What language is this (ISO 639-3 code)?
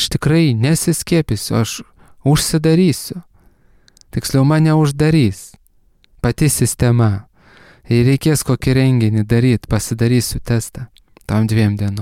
lit